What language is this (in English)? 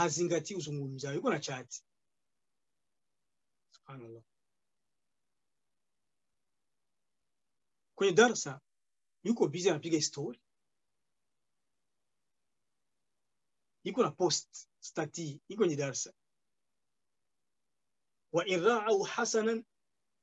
Swahili